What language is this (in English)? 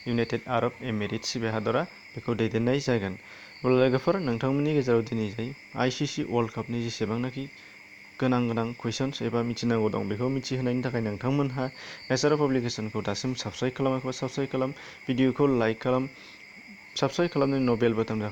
Bodo